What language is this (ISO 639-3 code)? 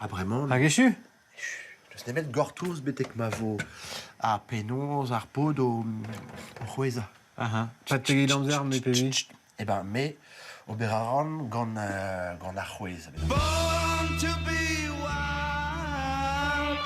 bre